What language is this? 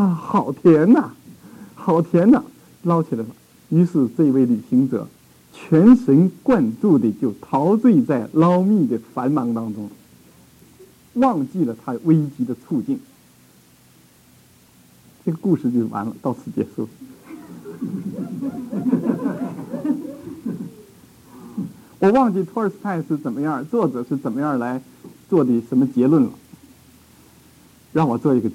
Chinese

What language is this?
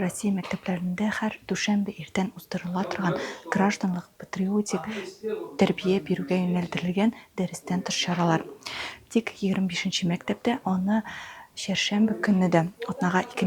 Tatar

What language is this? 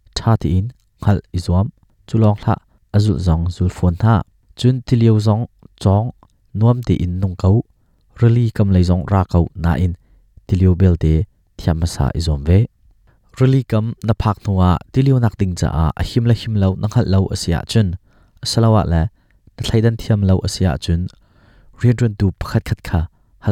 Hakha Chin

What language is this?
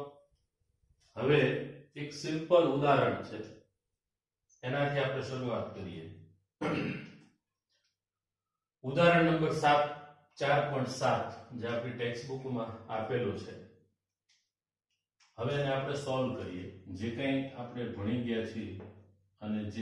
Gujarati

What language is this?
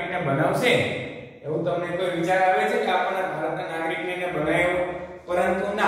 Gujarati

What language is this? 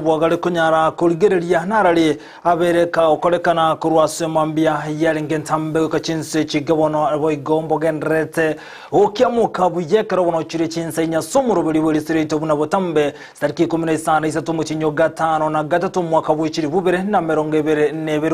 Gusii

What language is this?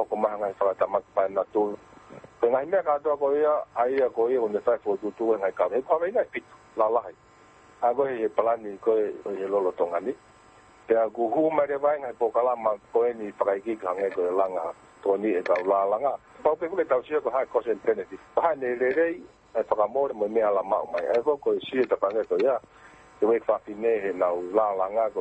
Tongan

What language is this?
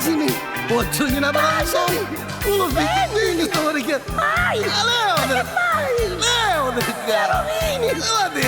Neapolitan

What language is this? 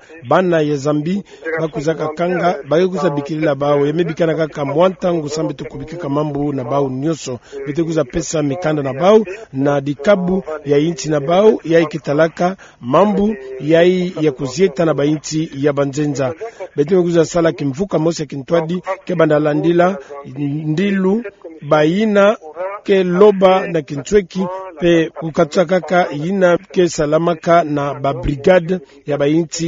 Kituba (Democratic Republic of Congo)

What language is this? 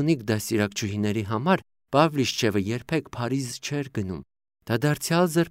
Armenian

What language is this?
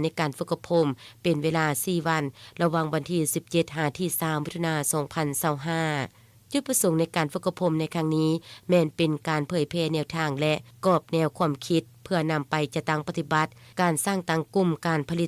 Lao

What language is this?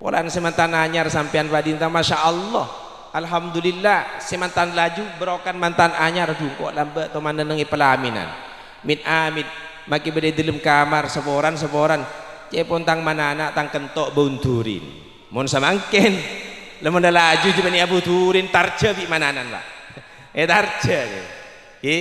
Madurese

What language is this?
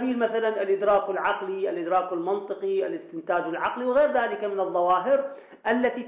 Arabic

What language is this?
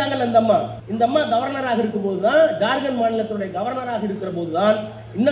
Tamil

